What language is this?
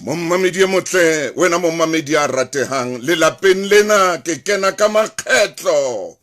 Southern Sotho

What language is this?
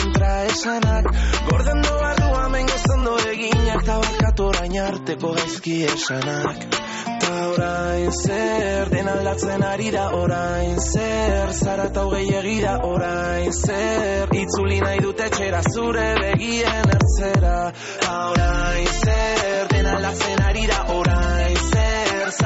Basque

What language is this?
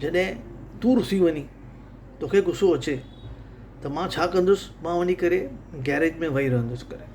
Sindhi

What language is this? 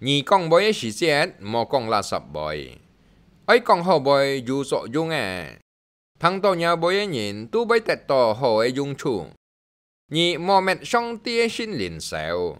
Hakka Chinese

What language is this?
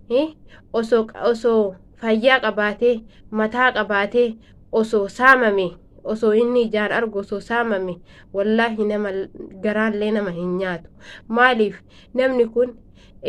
Oromo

